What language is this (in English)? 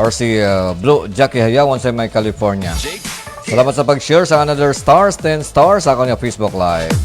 Hiligaynon